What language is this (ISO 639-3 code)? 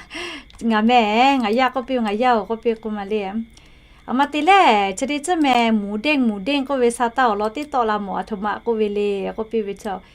lhu